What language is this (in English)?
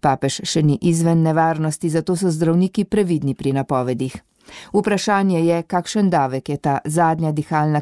Slovenian